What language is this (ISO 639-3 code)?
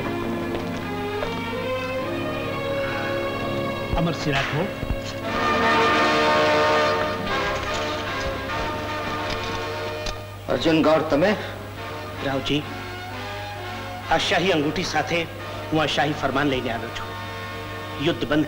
guj